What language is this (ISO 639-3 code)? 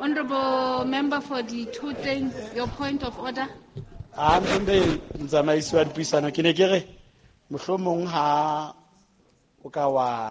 sot